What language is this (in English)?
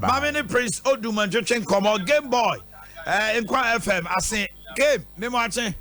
Akan